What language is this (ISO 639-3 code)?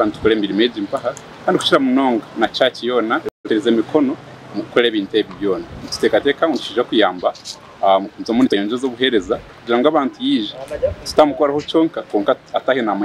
nyn